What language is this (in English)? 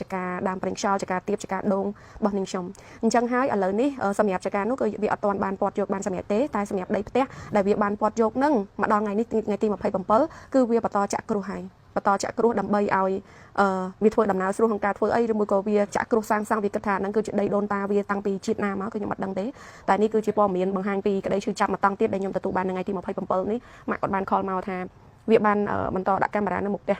Khmer